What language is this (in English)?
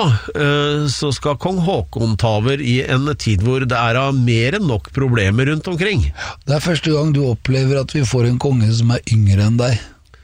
Norwegian